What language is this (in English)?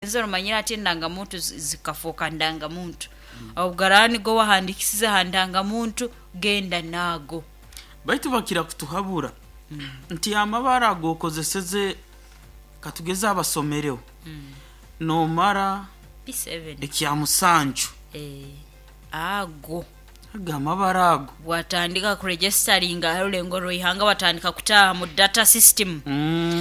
Nyoro